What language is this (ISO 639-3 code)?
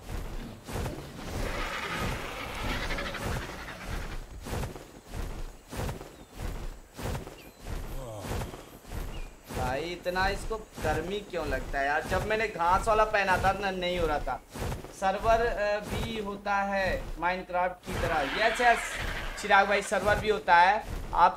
hin